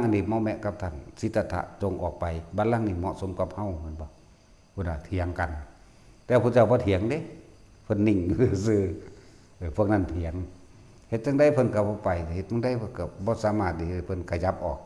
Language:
Northeastern Thai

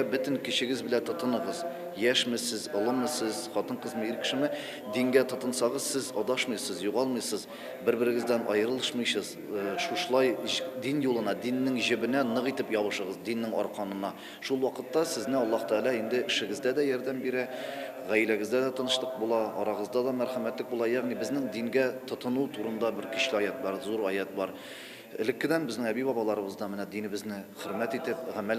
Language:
Tatar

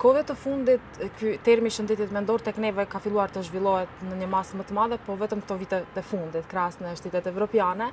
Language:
Albanian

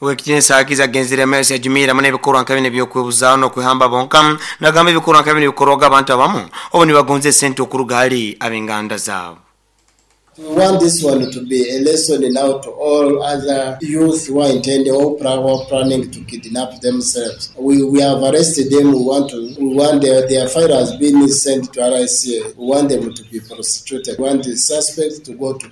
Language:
Nyoro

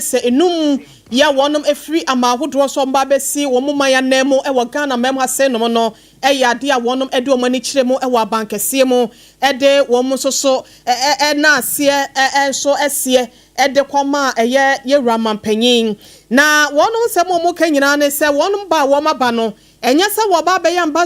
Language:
Akan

